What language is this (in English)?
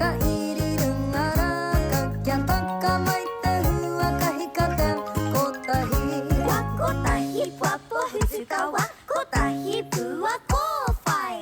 Māori